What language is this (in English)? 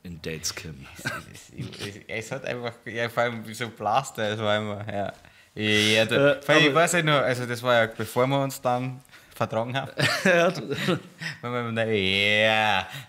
Bavarian